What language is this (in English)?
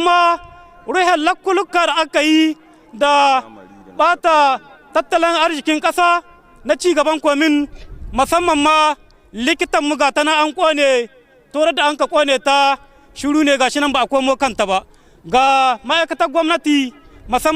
Hausa